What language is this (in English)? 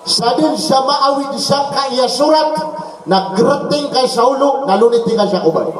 Maranao